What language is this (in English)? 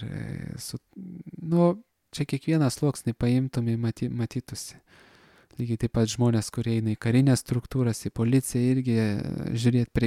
Lithuanian